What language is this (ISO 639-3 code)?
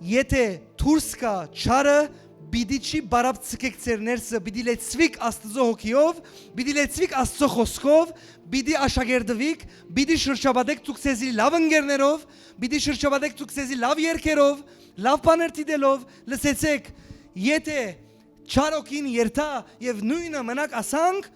hyw